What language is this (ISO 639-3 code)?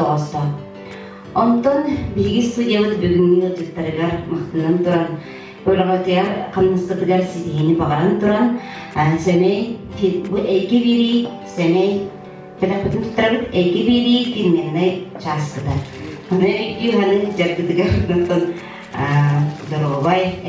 sah